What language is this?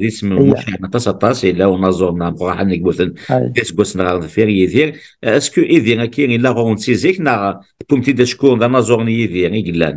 Kabyle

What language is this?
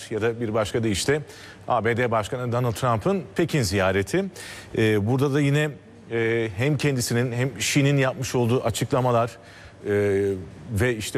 Turkish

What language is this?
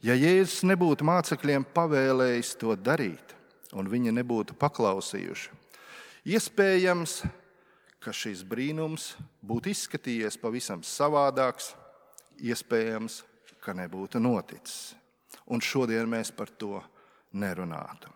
Latvian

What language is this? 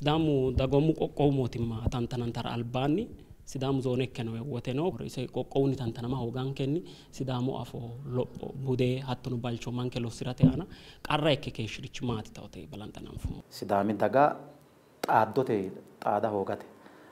Sidamo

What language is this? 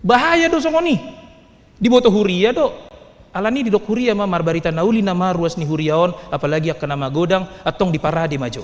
Batak Toba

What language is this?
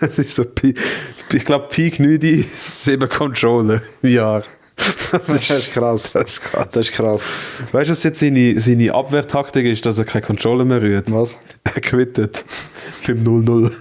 Swiss German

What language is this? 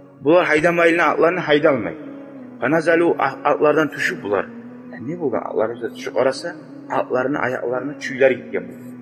Kumyk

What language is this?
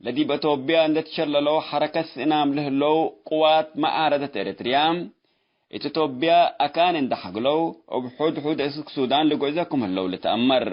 Tigre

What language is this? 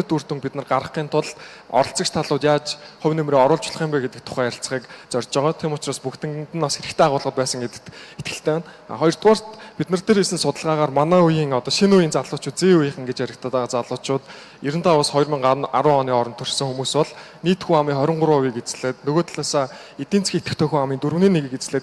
Mongolian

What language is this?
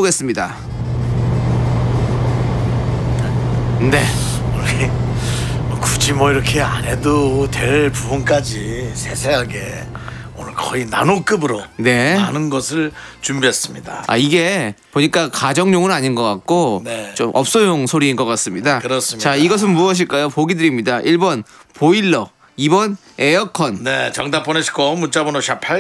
Korean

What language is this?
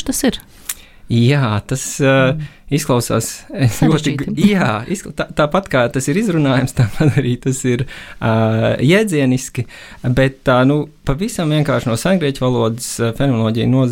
Latvian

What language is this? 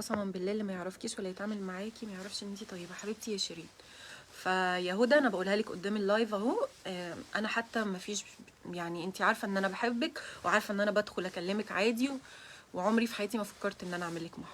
Egyptian Arabic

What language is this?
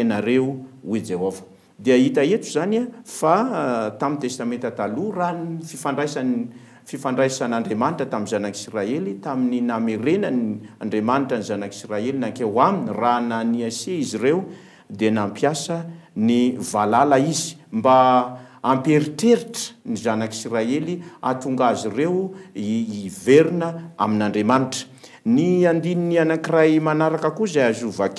Malagasy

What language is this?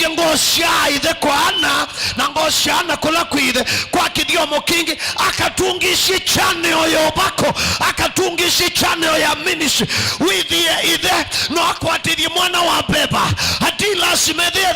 Kamba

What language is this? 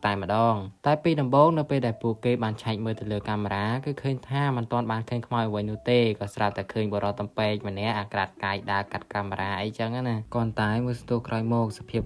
Khmer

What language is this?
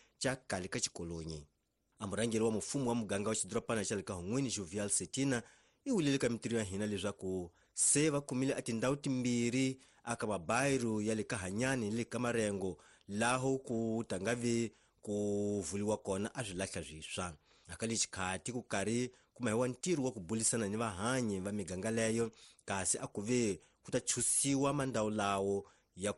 Tsonga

